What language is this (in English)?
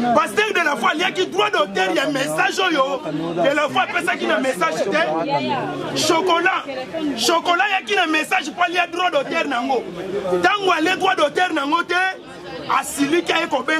Lingala